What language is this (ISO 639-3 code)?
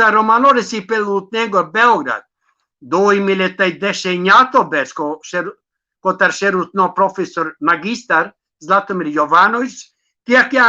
rmn